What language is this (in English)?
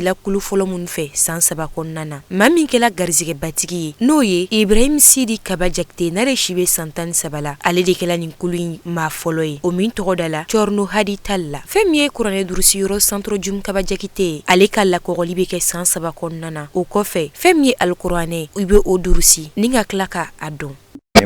Bambara